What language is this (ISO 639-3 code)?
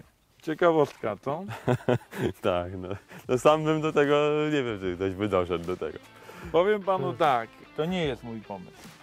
pol